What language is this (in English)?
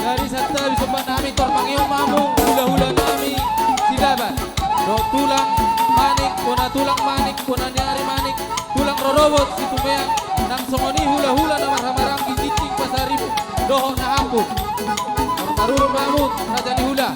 Batak Toba